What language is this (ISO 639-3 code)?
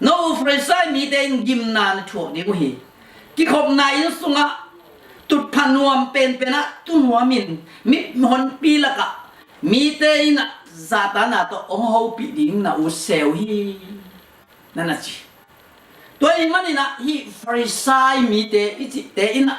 ctd